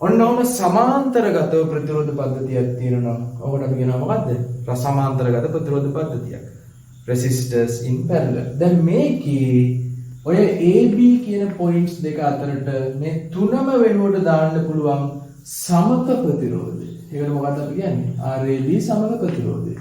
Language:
Sinhala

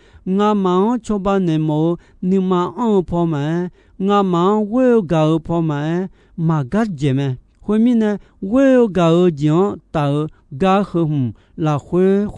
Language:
Akha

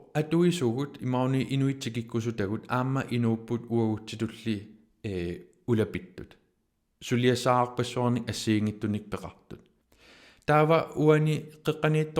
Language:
Kalaallisut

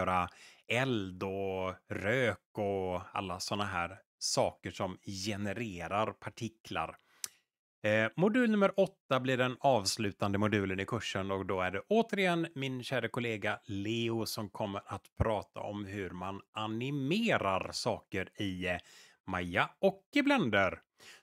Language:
Swedish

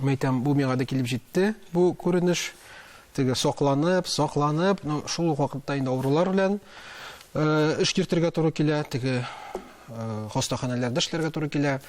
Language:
Tatar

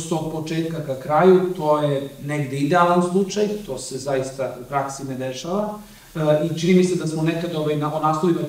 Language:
Serbian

